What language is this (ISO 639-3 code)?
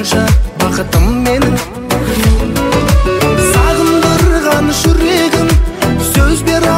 kaz